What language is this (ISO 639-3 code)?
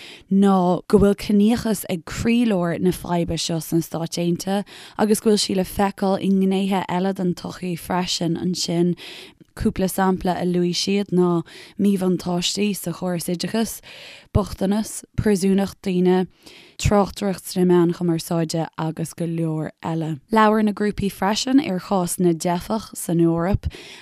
gle